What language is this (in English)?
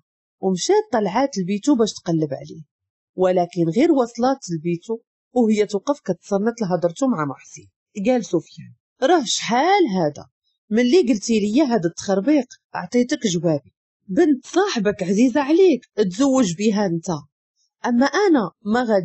Moroccan Arabic